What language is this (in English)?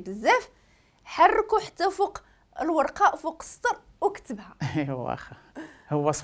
Moroccan Arabic